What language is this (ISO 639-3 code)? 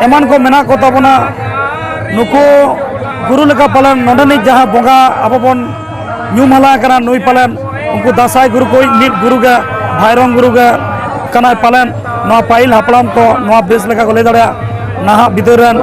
sat